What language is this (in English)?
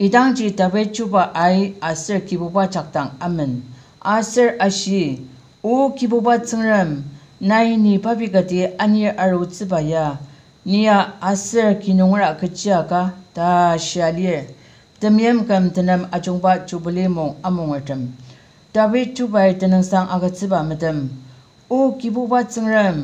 Ao Naga